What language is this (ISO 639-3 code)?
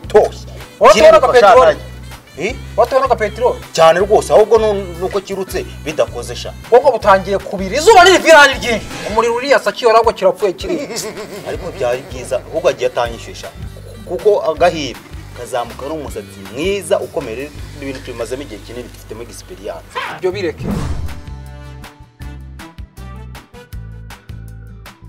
kin